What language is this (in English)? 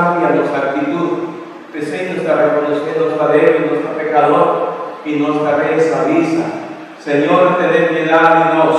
Papiamento